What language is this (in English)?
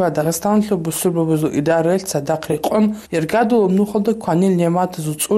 Avaric